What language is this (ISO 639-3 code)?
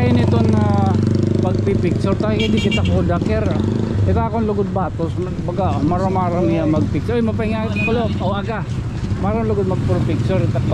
war